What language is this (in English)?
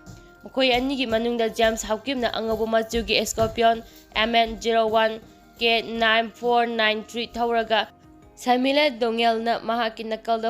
Manipuri